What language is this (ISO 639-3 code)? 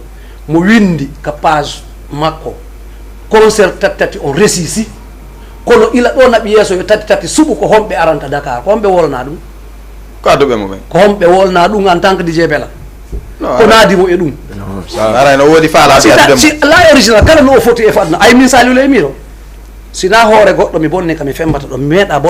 ful